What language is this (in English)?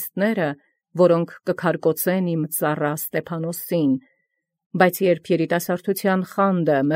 Armenian